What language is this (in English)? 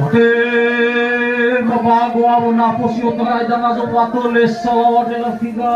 Nias